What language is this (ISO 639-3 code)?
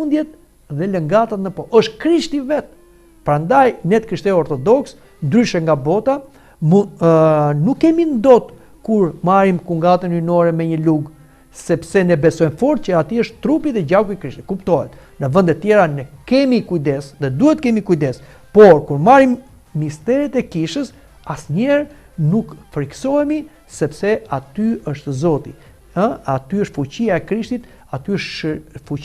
sqi